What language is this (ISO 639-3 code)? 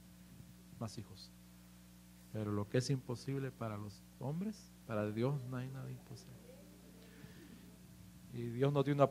spa